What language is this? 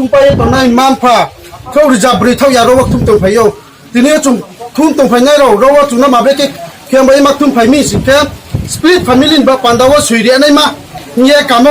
Riang (India)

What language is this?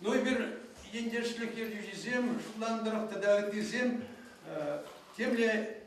Chuvash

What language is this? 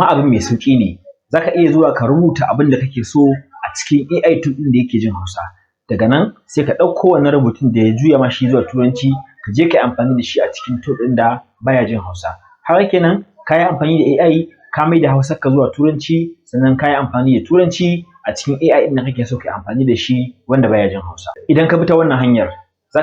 Hausa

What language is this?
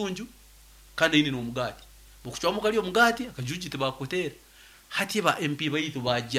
Nyoro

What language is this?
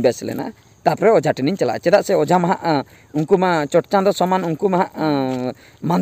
Santali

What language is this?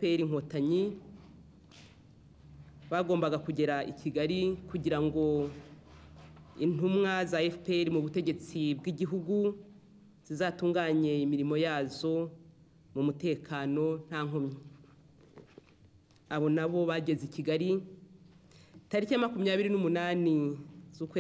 Kinyarwanda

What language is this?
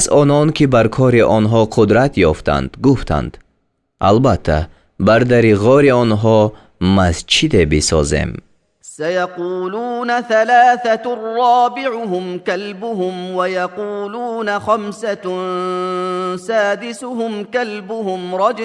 Tajik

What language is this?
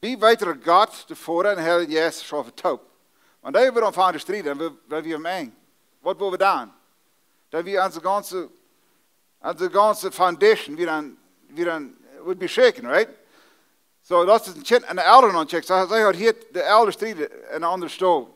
Plautdietsch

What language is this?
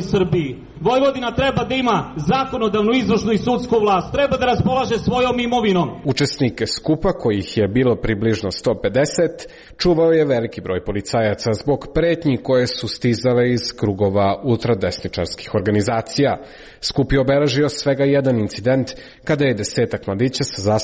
Serbian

